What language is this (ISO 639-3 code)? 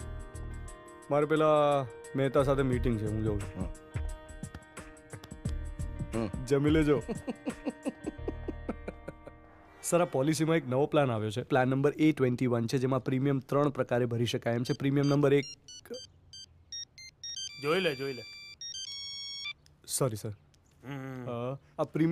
guj